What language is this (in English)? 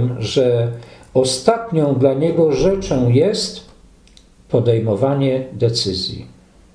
Polish